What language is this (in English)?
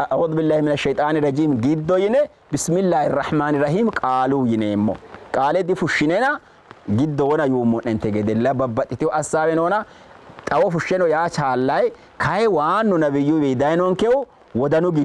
Sidamo